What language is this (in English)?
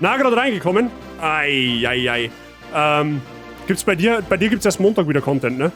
Bavarian